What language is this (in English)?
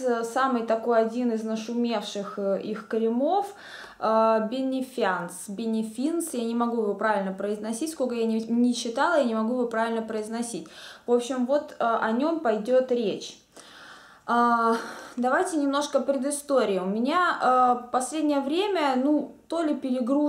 Russian